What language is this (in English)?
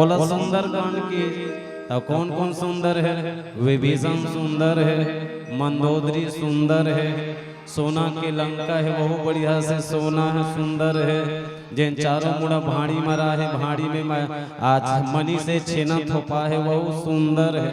Chhattisgarhi